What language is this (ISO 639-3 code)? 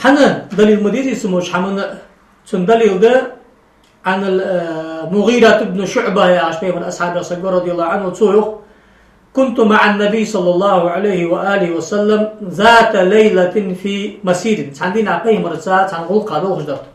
inh